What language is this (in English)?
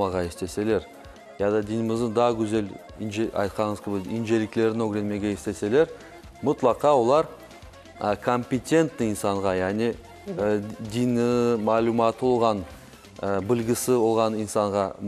Crimean Tatar